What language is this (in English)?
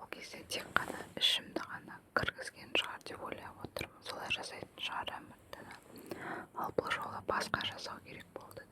Kazakh